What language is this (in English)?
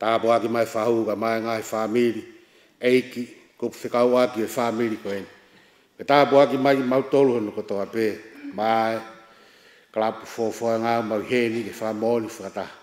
Tongan